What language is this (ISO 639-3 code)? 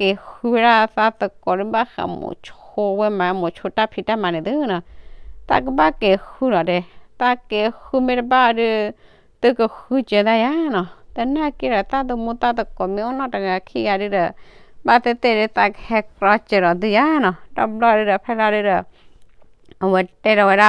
ksw